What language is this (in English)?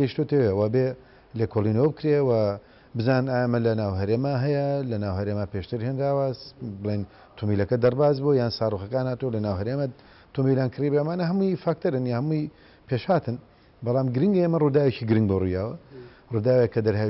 Central Kurdish